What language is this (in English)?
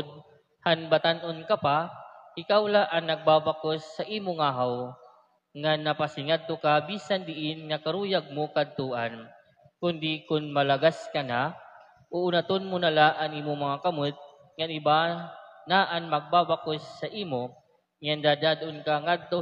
Waray